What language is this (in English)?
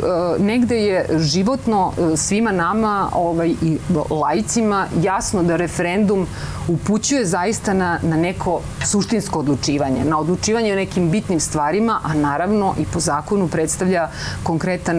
Serbian